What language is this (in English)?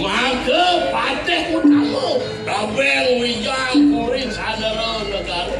Balinese